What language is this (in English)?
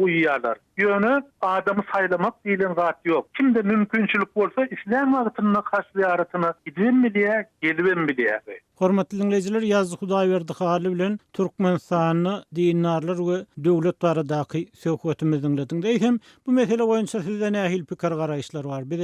Turkmen